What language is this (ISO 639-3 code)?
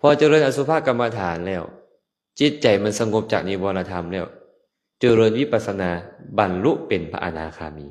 lao